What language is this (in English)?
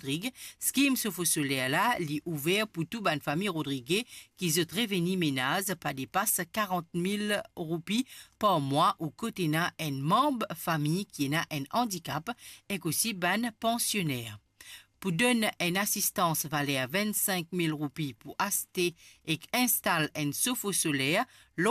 Morisyen